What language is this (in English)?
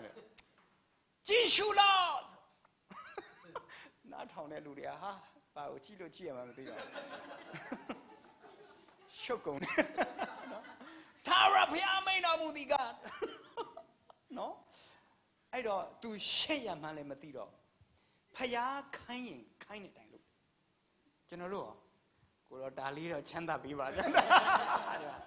Burmese